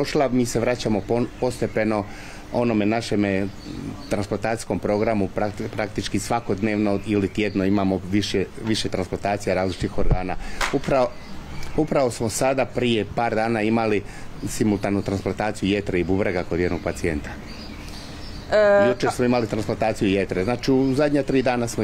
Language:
Croatian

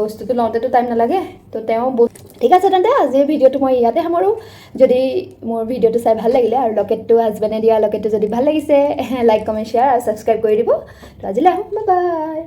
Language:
Assamese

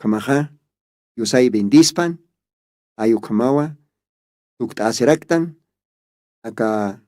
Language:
Aymara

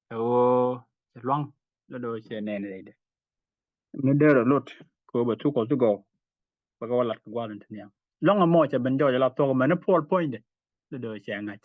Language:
Nuer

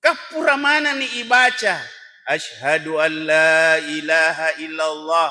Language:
Buginese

